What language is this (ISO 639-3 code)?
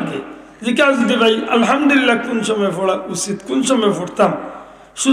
syl